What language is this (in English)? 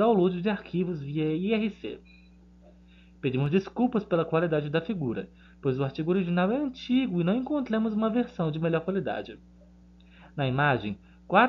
Portuguese